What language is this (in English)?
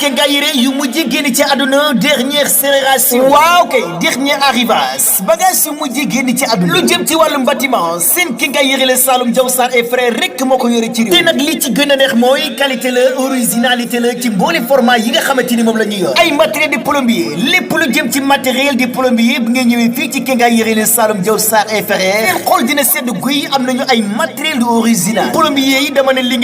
Wolof